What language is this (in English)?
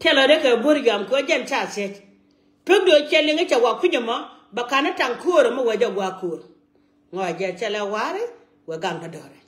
Nuer